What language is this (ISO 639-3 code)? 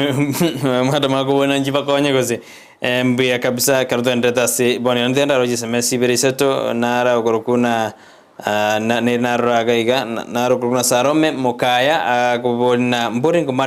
guz